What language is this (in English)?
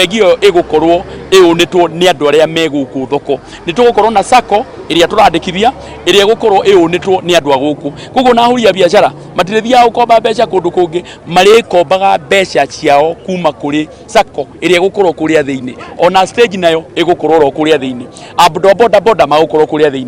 Kikuyu